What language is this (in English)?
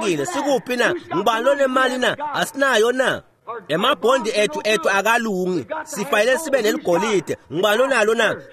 Swati